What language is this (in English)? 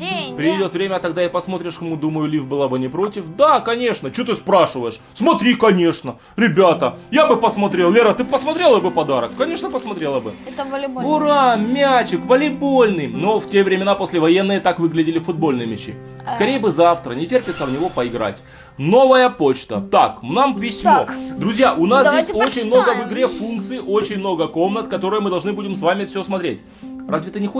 Russian